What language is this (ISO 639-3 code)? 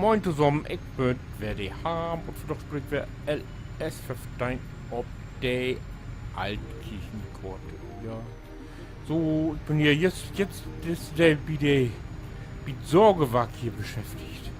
nds